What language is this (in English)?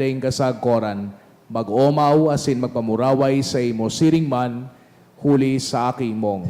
Bikol